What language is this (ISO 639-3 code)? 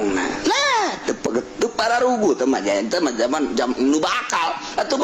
sun